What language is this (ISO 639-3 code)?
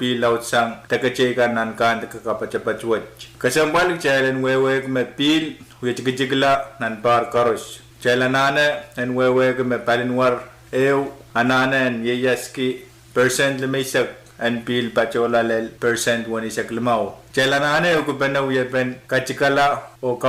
pon